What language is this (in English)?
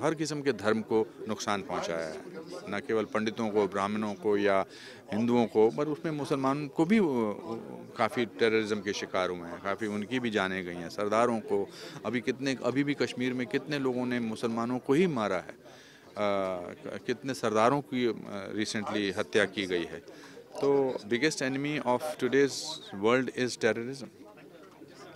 Hindi